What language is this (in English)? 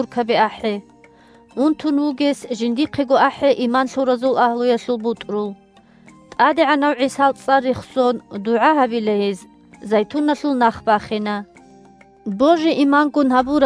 Avaric